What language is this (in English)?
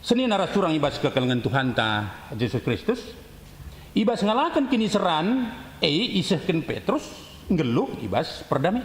Batak Karo